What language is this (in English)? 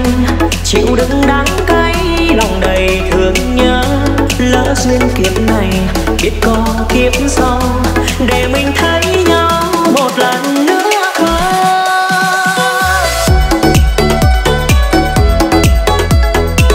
Vietnamese